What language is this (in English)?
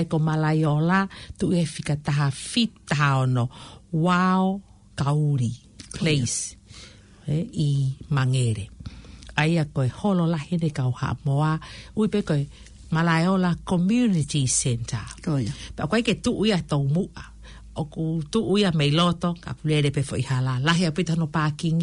Tongan